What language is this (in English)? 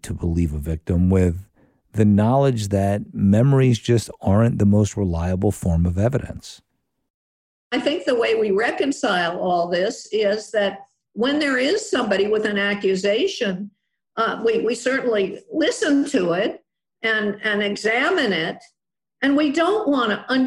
English